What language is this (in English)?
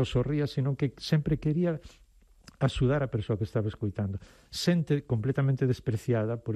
Galician